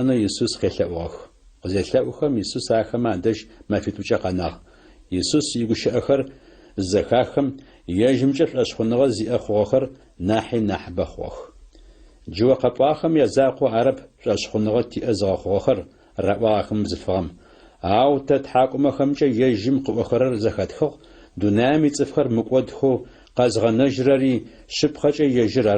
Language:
Adyghe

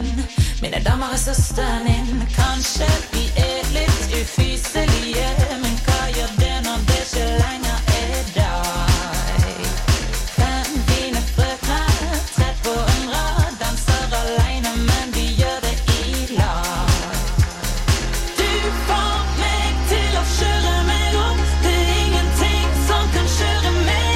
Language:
Norwegian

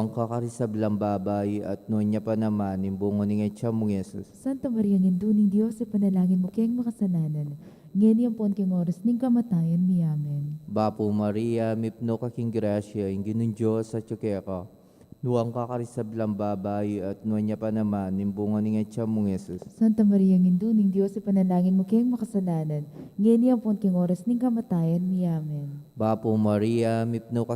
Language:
Pampanga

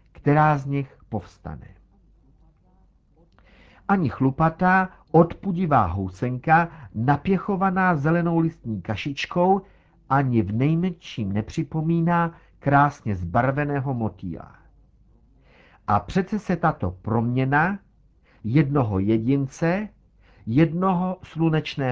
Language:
Czech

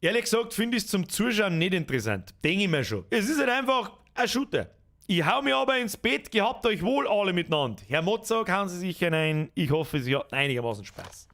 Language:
Bavarian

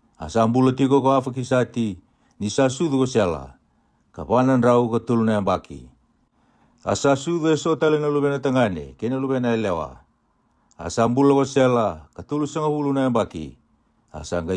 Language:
Fijian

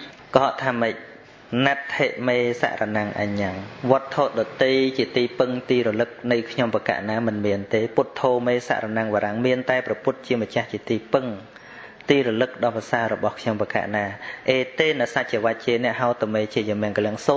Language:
Khmer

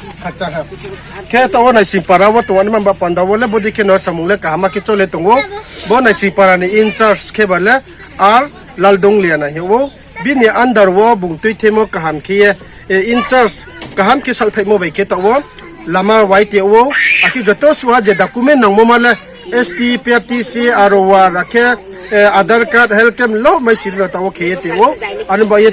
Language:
Riang (India)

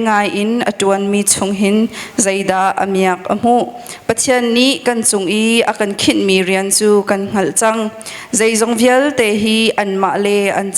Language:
Hakha Chin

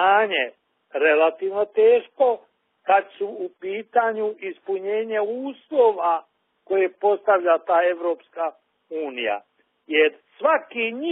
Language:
Bosnian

